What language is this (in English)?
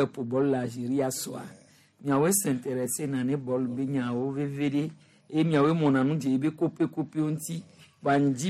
Gen